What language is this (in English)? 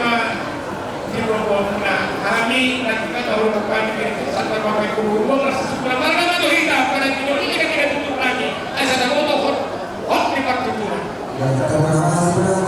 Batak Simalungun